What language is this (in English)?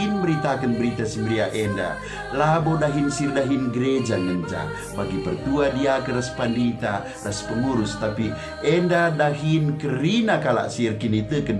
Batak Karo